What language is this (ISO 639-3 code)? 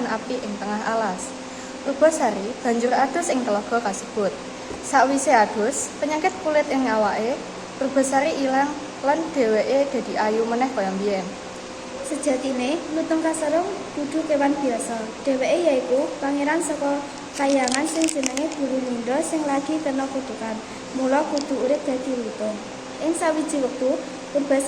jav